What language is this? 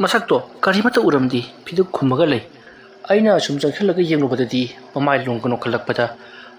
Manipuri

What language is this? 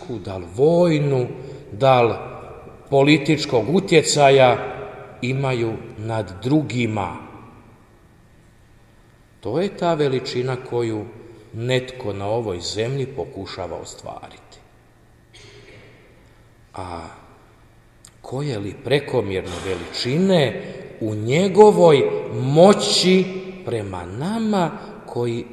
Croatian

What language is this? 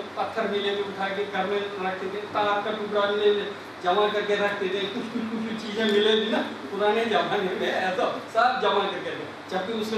Hindi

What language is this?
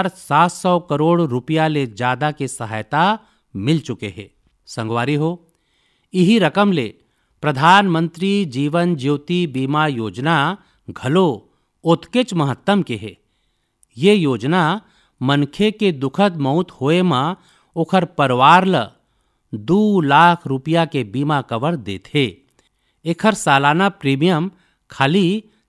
Chhattisgarhi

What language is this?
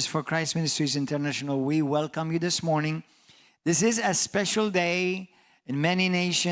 English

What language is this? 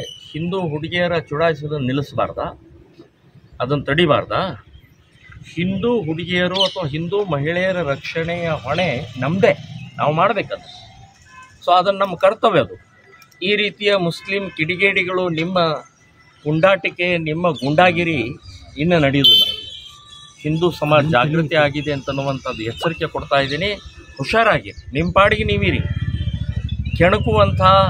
Kannada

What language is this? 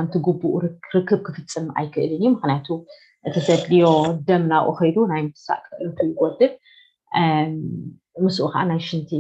Tigrinya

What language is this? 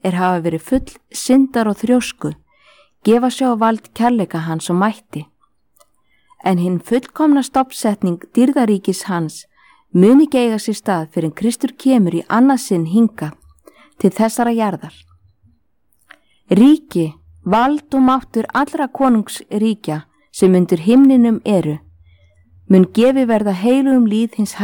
Icelandic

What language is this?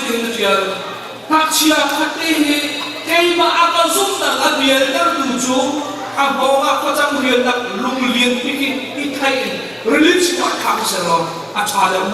Hakha Chin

